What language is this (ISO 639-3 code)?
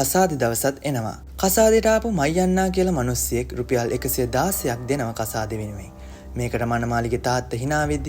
sin